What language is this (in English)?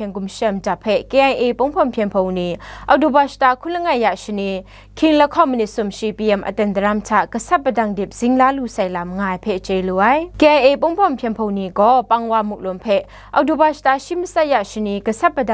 Kachin